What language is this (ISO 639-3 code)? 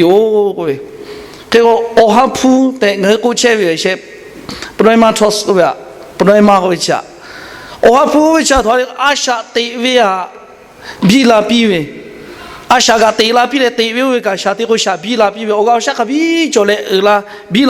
lhu